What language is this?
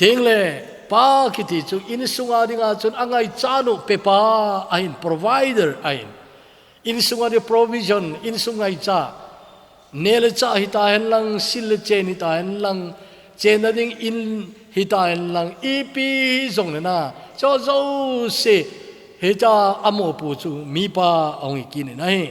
Thado Chin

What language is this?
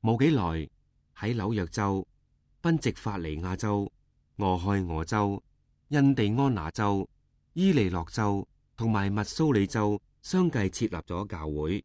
Cantonese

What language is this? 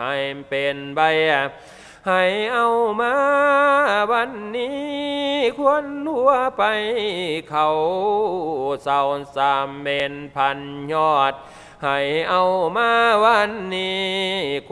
Thai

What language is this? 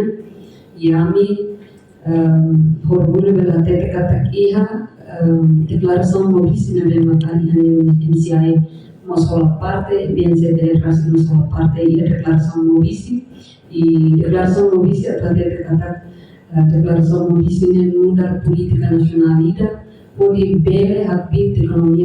Tetum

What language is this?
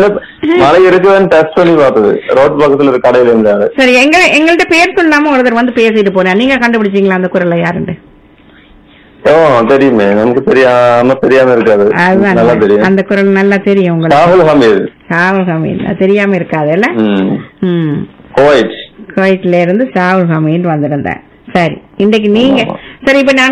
Tamil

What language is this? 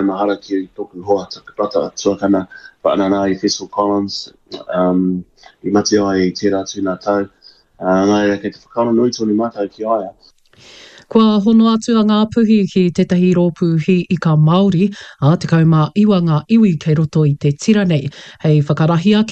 Māori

